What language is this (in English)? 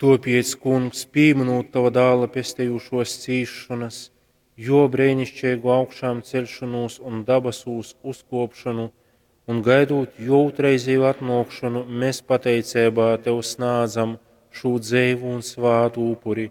Latgalian